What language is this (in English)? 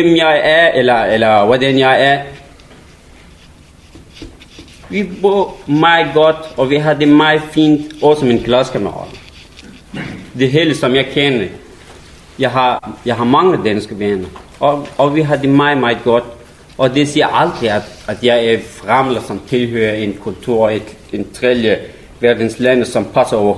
Danish